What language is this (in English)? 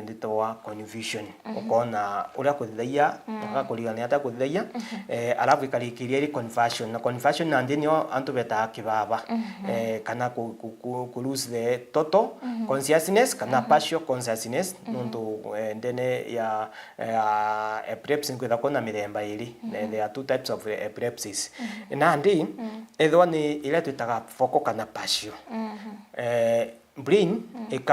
Meru